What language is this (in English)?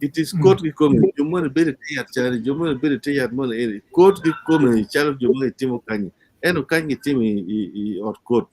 Acoli